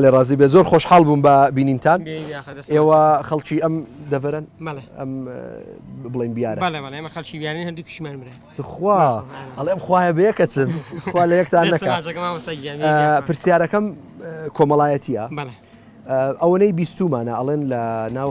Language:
Central Kurdish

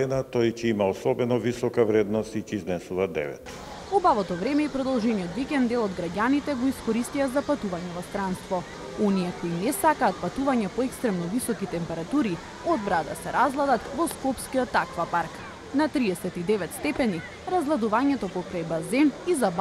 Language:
Macedonian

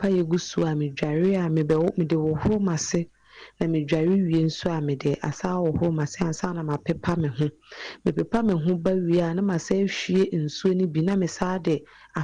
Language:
Akan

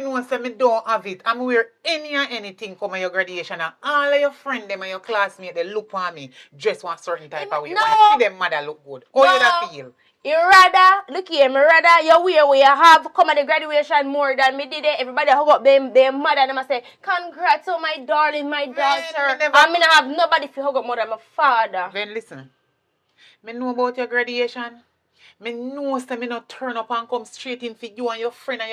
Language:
Jamaican Creole English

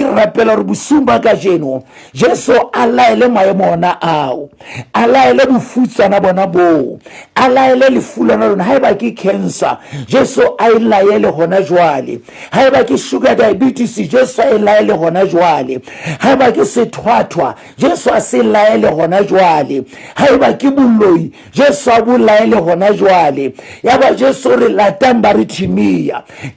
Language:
Southern Sotho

